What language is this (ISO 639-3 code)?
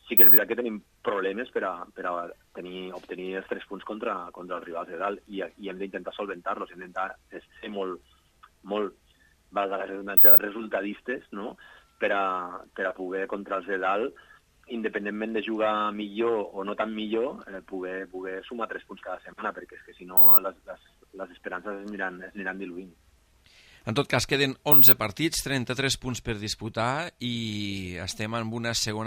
cat